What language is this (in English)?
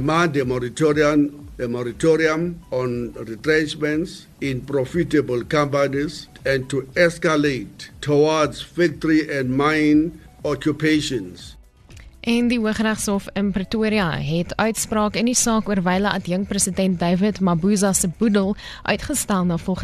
Afrikaans